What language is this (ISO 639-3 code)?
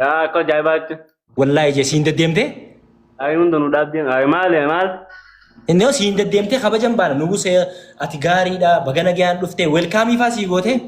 orm